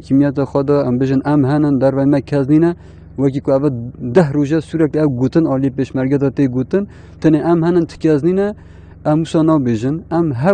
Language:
Kurdish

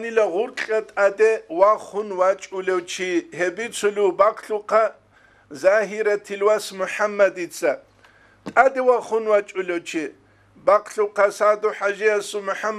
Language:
Avaric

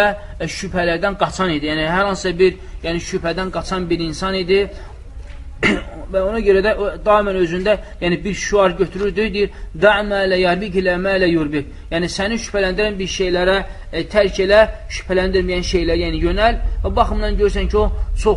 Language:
Azerbaijani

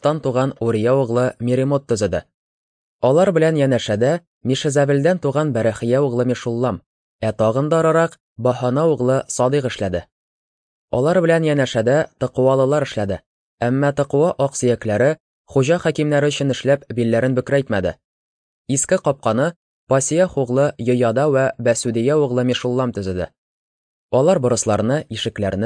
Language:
Tatar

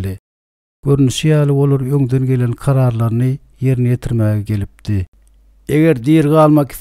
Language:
Turkmen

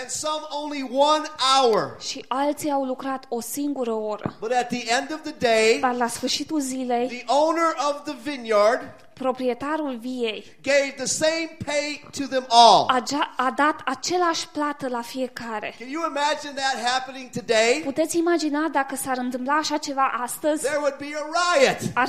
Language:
Romanian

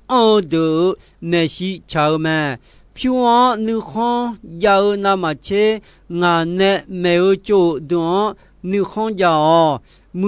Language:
Akha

